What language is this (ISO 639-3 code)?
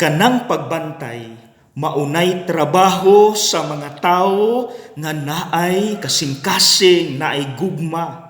ceb